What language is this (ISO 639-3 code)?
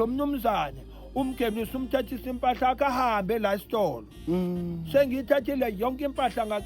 zul